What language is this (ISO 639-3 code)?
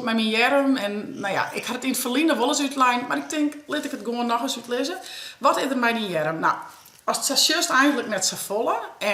fry